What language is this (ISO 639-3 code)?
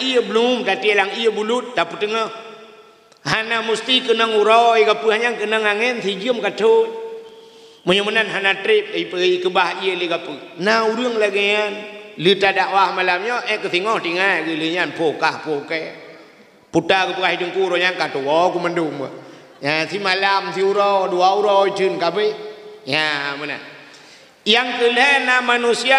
ace